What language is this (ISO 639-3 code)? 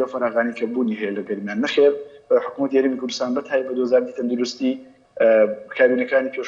ckb